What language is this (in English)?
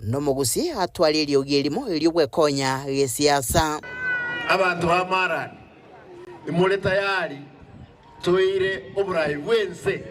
Gusii